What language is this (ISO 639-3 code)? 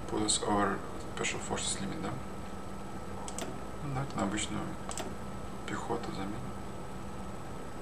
rus